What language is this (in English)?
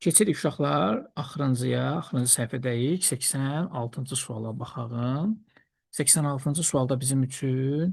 Azerbaijani